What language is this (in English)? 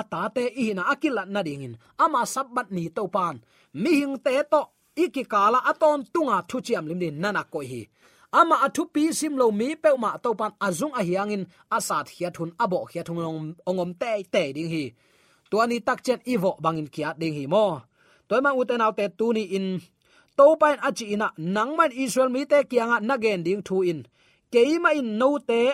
Tedim Chin